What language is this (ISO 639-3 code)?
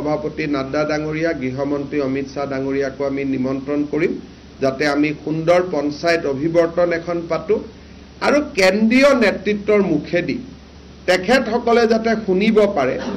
asm